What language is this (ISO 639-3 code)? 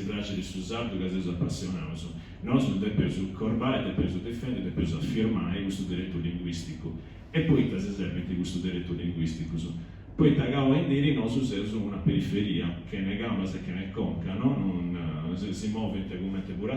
srd